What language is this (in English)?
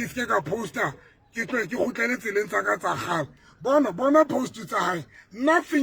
Southern Sotho